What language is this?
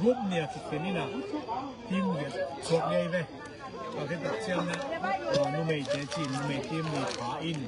Tedim Chin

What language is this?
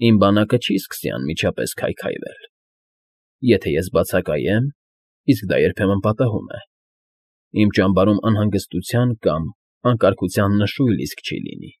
Armenian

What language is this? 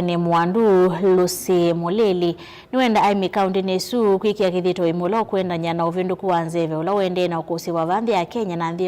Kamba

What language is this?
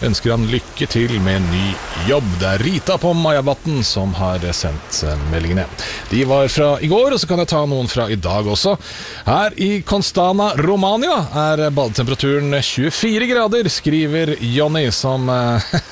Norwegian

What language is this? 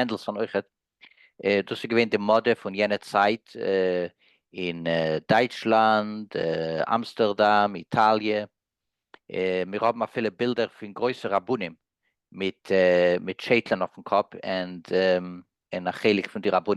Yiddish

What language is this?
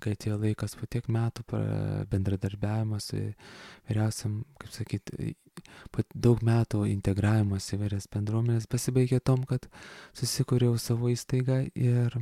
Lithuanian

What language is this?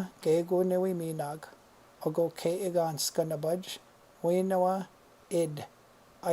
Chippewa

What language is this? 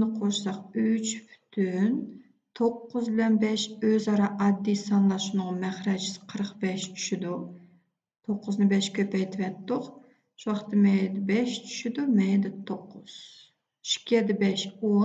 Uyghur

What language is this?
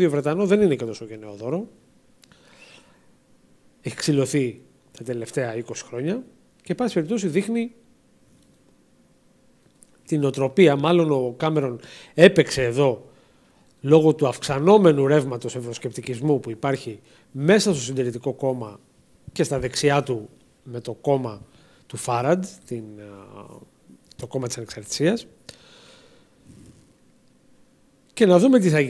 Greek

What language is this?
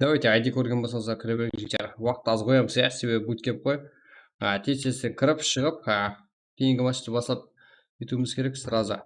Kara-Kalpak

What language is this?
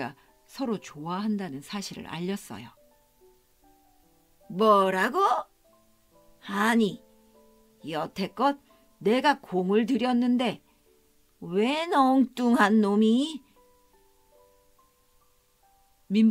Korean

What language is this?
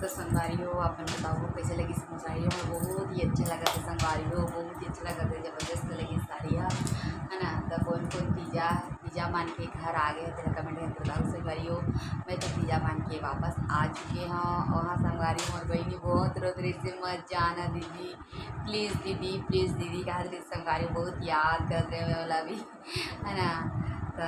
Chhattisgarhi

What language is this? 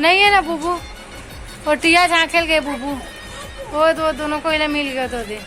Chhattisgarhi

